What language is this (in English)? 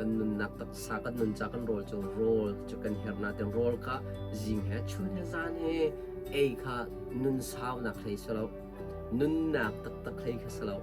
Hakha Chin